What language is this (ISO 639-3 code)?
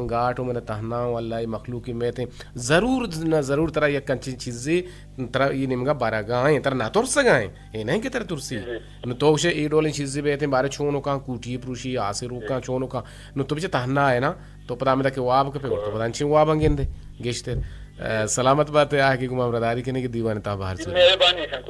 bgp